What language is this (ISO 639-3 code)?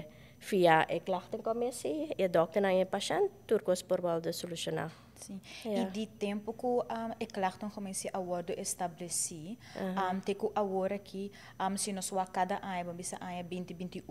pap